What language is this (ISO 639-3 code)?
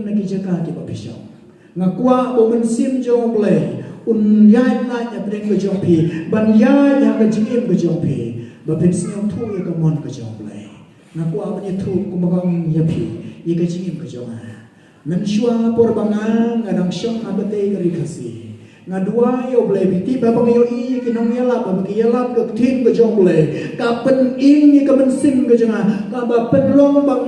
kha